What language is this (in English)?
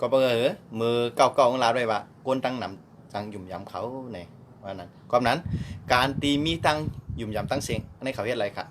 Shan